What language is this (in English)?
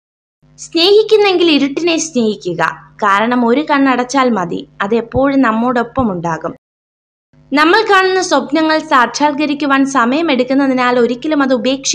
Malayalam